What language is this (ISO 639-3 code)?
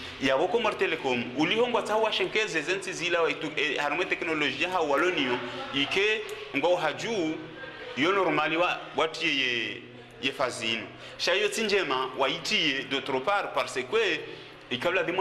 zdj